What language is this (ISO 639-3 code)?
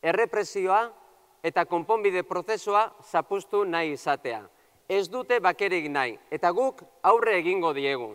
eus